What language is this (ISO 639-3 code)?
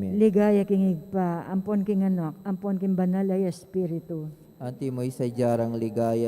pam